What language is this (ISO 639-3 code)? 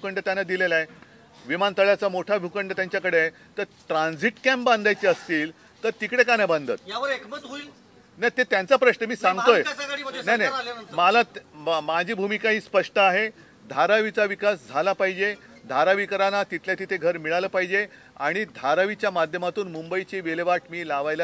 mar